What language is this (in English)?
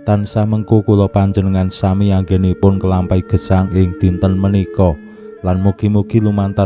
Javanese